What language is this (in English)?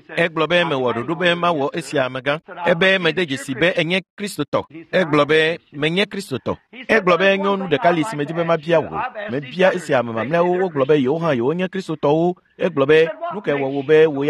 Ewe